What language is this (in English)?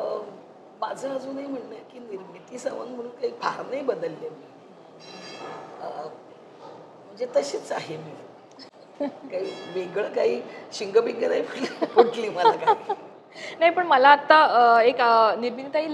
Marathi